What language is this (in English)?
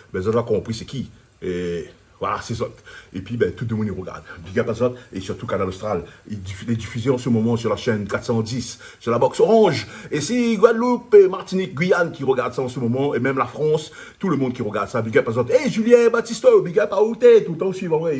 Réunion Creole French